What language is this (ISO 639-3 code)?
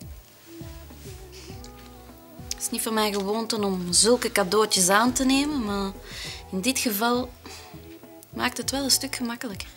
nld